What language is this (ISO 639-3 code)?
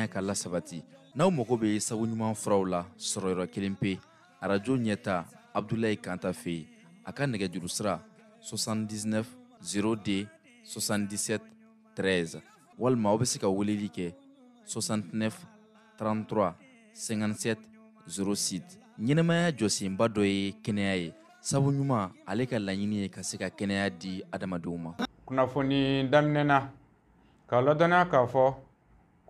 bam